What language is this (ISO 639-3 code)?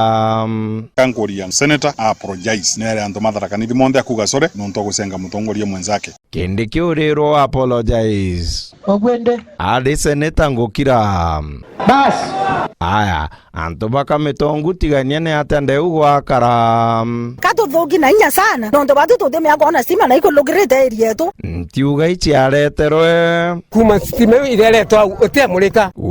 mer